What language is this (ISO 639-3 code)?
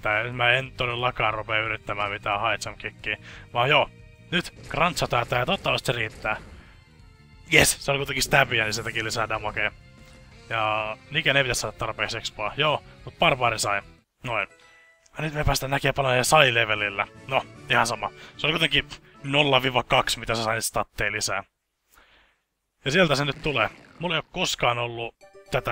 fin